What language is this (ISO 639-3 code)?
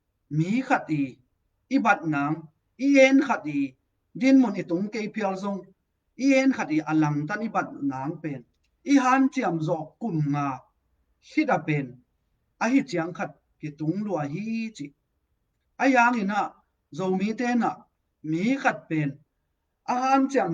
ctd